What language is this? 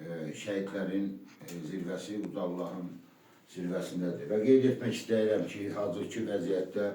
Azerbaijani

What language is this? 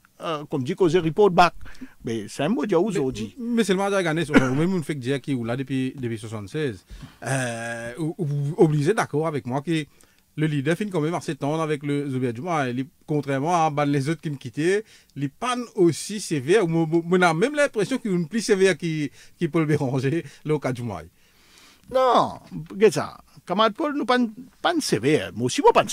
French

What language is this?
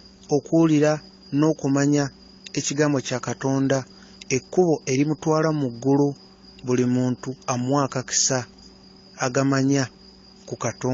Ganda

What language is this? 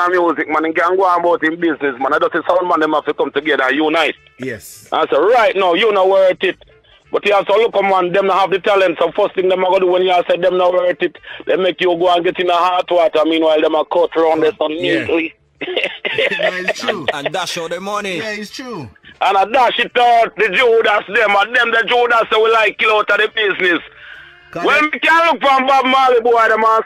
Jamaican Creole English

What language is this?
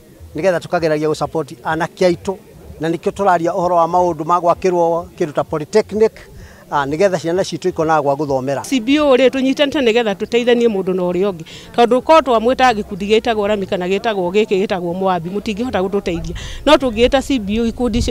Kikuyu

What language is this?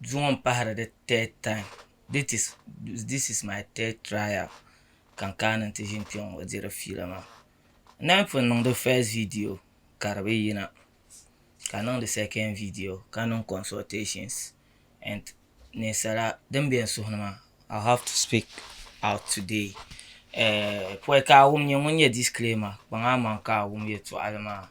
Dagbani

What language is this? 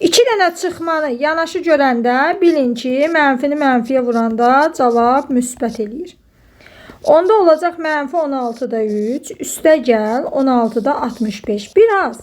Azerbaijani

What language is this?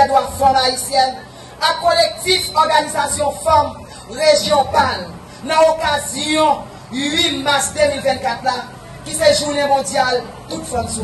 Haitian Creole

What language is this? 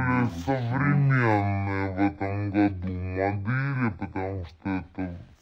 Russian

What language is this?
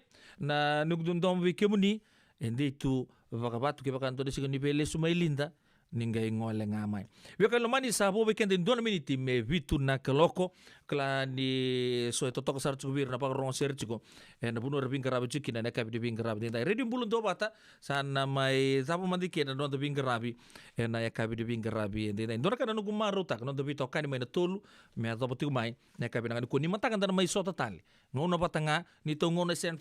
Fijian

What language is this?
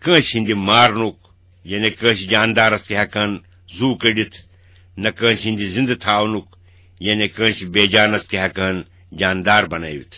Kashmiri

